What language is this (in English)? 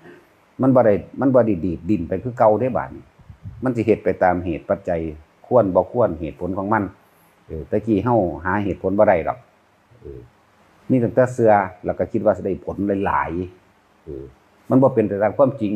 Northeastern Thai